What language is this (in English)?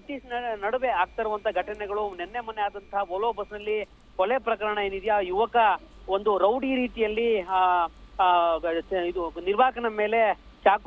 Kannada